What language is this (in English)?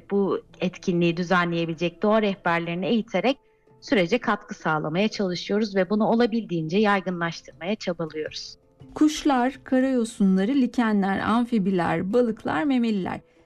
Turkish